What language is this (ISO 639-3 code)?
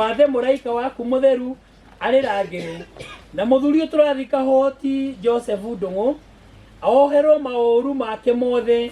kik